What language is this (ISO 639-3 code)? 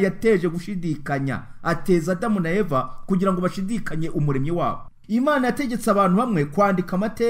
kin